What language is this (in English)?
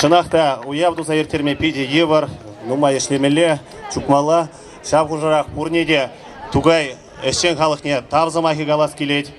Chuvash